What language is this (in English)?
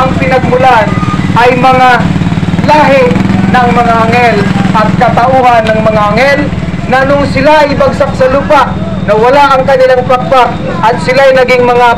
Filipino